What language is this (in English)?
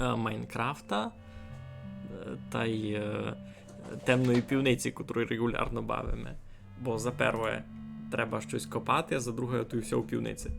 Rusyn